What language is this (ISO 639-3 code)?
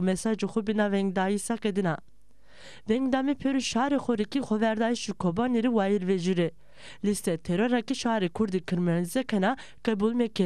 zza